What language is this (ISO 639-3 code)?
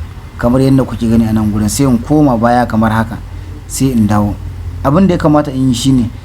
hau